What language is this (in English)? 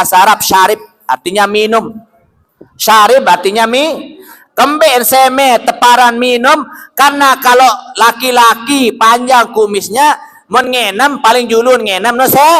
Sasak